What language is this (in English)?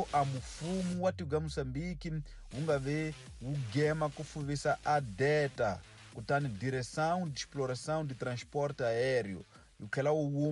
Tsonga